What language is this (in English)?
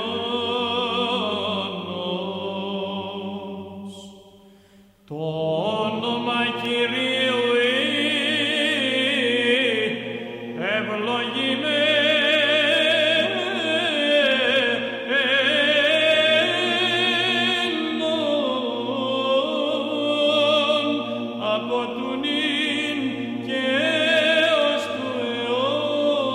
Greek